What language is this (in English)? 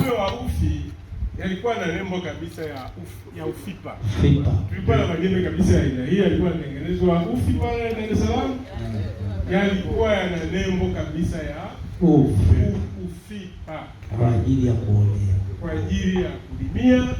Swahili